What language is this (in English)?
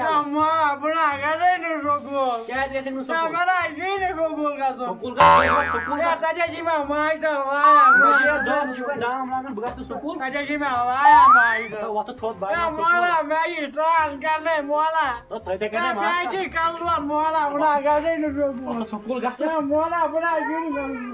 Kashmiri